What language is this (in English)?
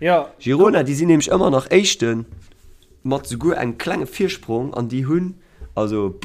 Luxembourgish